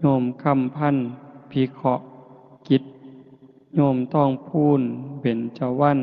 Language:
Northeastern Thai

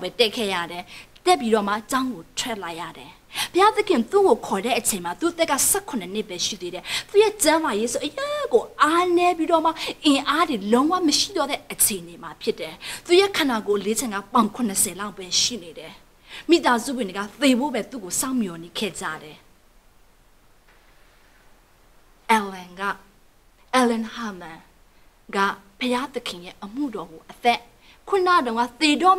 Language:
Burmese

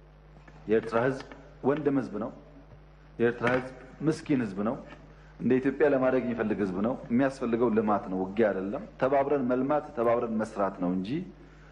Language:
Amharic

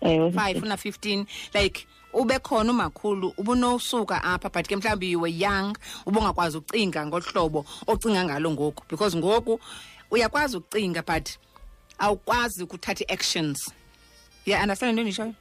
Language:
Xhosa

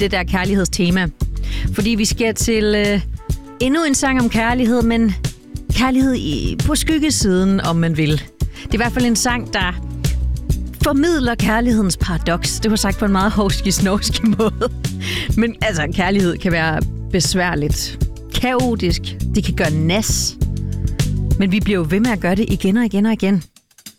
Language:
Danish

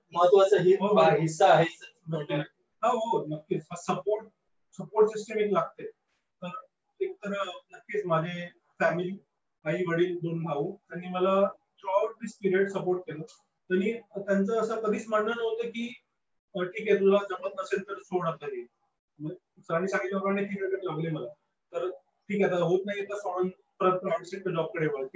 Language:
Marathi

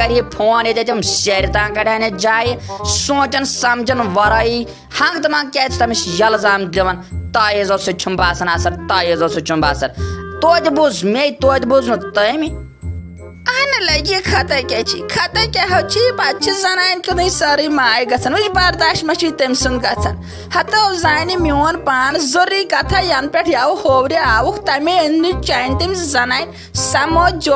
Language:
Kashmiri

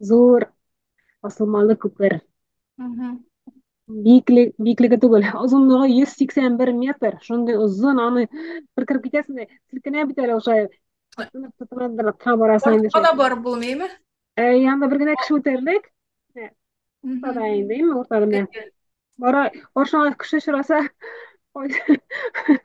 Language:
Tatar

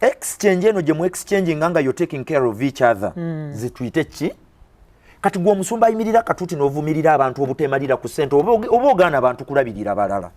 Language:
Ganda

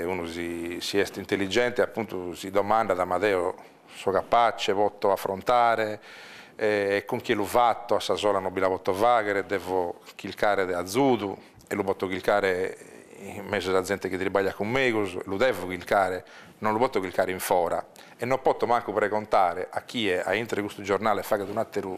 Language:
Sardinian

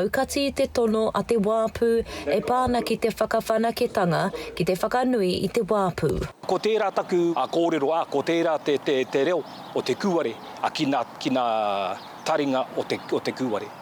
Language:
Māori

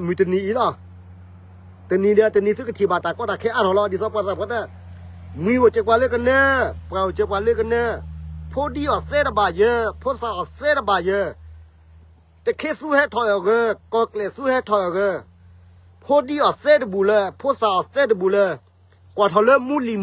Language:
S'gaw Karen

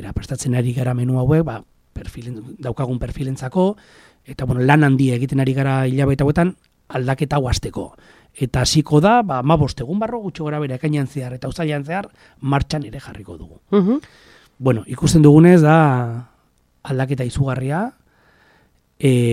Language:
Basque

